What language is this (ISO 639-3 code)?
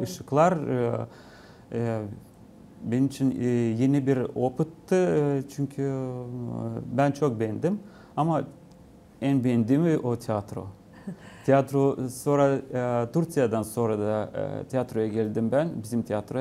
gag